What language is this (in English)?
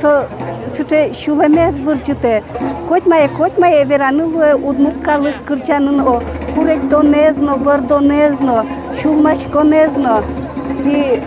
Udmurt